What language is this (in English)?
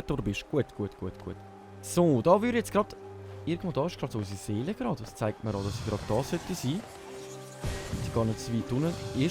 Swiss German